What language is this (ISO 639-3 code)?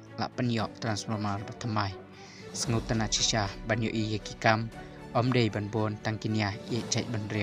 kha